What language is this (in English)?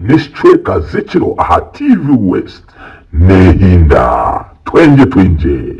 Nyankole